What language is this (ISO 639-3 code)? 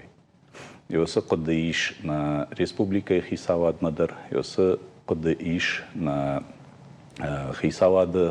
oss